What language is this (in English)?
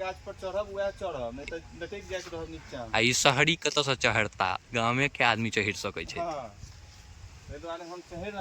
Maithili